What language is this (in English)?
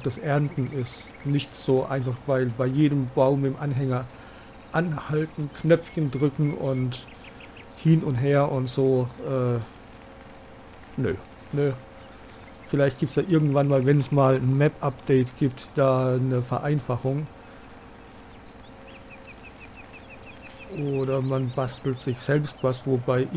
German